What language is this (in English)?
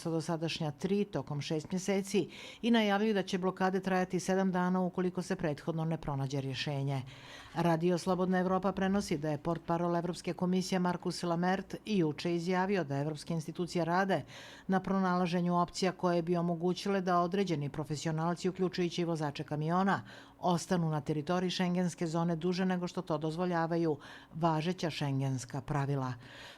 Bosnian